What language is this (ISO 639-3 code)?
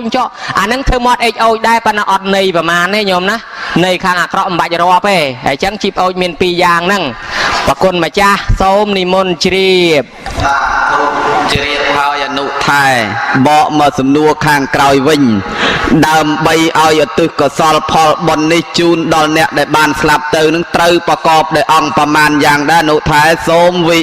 khm